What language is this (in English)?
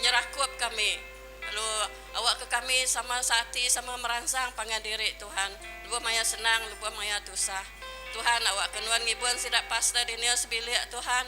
Iban